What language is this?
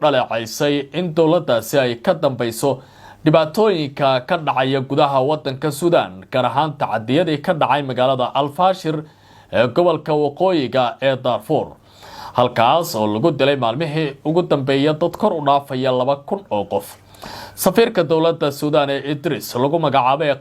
Somali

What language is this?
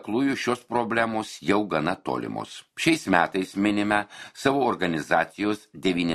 Lithuanian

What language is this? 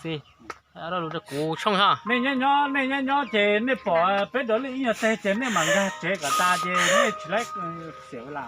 Hmong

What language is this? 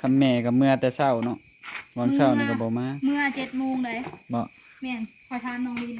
Northeastern Thai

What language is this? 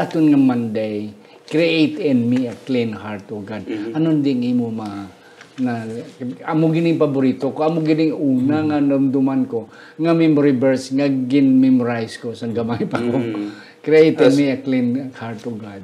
Hiligaynon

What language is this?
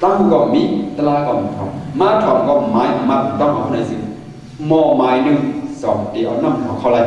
Shan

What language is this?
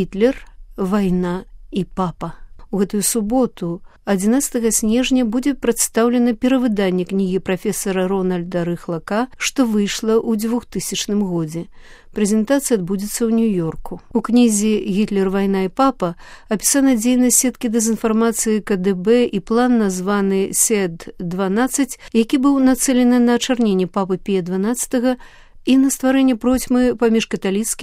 Belarusian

